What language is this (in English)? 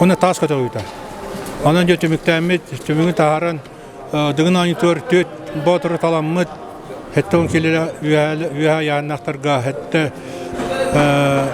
Yakut